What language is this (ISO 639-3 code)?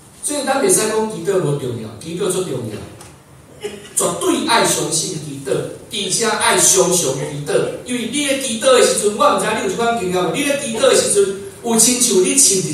nan